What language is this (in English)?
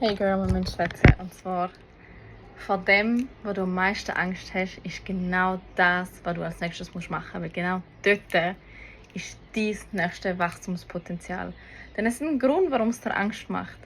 Swiss German